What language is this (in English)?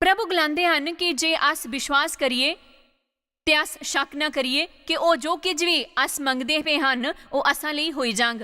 Dogri